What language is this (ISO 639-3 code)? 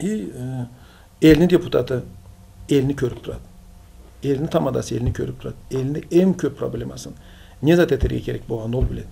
krc